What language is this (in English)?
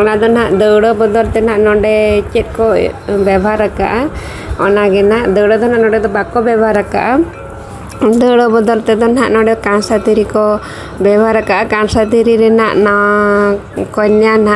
Santali